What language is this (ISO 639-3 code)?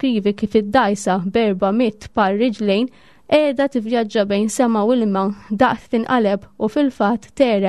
mlt